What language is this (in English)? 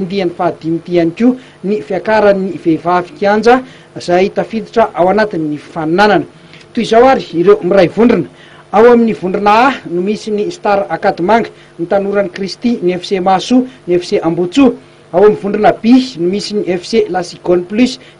Malagasy